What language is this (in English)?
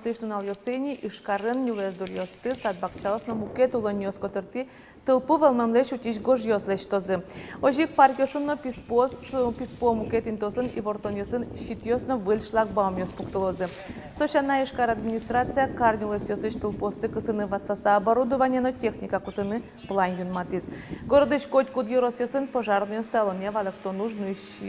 Udmurt